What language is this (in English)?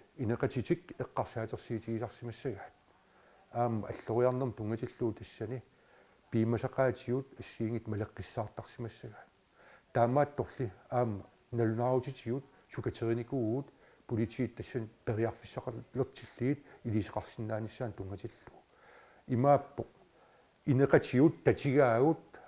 Kalaallisut